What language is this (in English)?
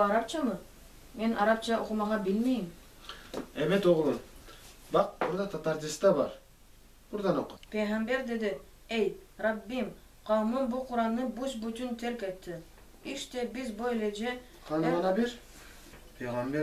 Crimean Tatar